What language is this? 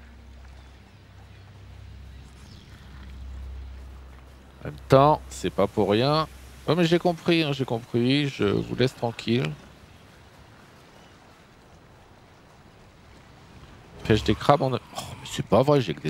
French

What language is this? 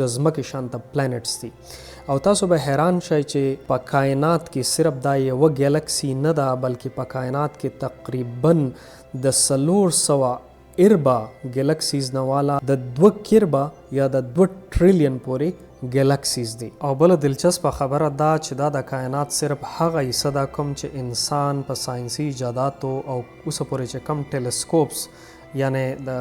Pashto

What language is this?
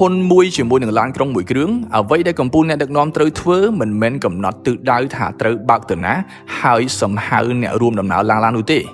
Khmer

